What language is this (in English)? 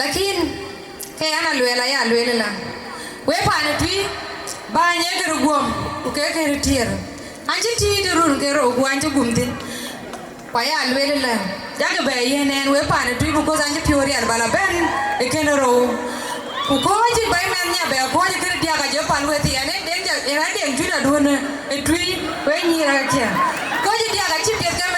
Dinka